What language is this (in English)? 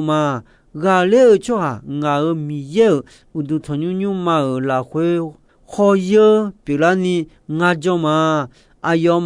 Akha